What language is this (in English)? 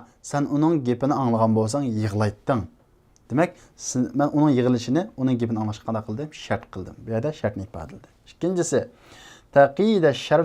Uyghur